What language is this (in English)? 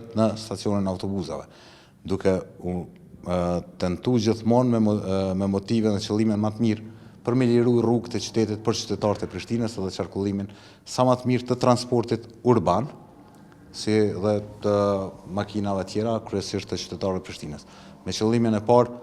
Albanian